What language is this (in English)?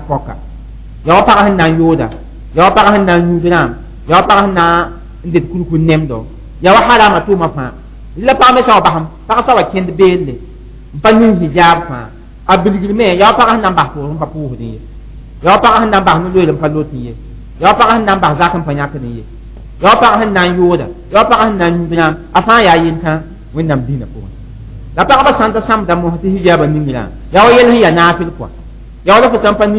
Mossi